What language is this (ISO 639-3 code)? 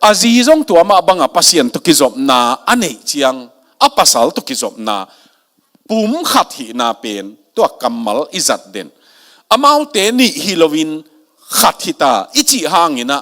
ctd